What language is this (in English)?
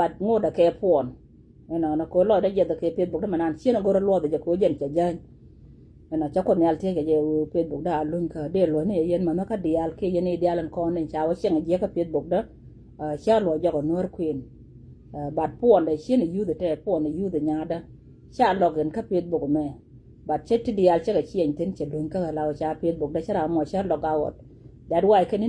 Nuer